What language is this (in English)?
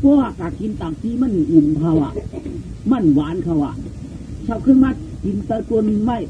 Shan